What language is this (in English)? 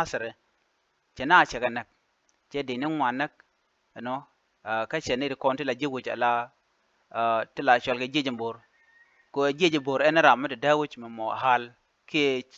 Nuer